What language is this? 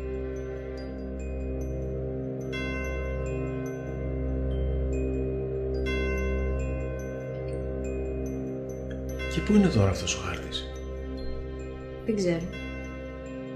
Greek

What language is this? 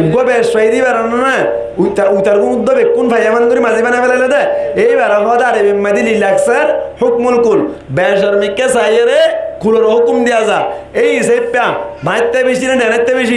Rohingya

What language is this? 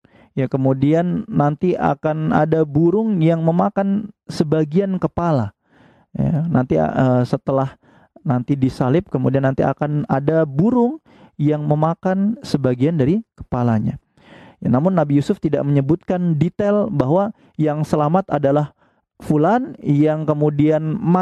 Indonesian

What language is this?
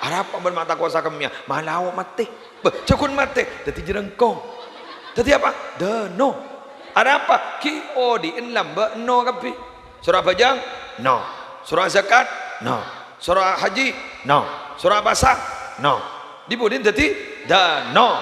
Madurese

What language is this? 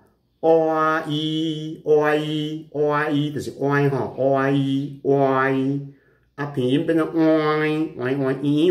Min Nan Chinese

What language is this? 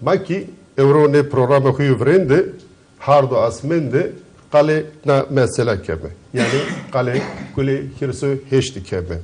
Zaza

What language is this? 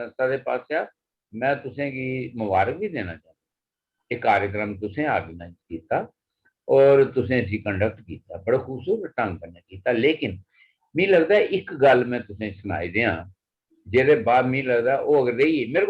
Dogri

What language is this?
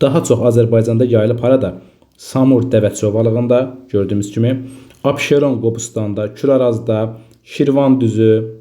Azerbaijani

